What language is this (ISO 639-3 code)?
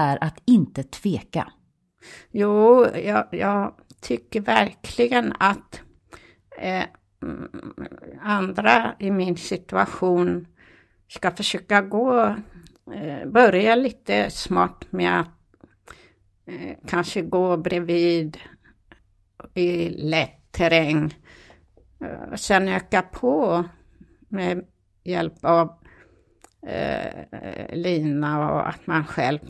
swe